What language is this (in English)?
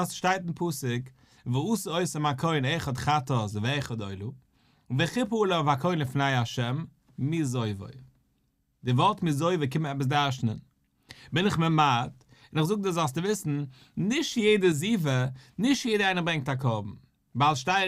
Yiddish